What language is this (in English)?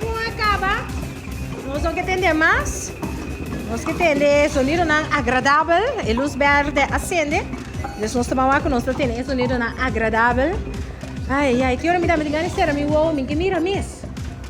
Papiamento